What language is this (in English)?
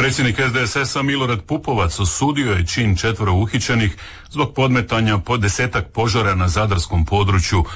Croatian